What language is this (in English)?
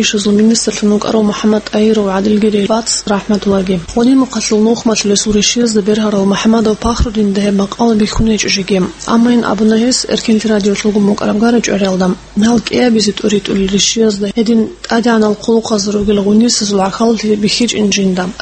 Avaric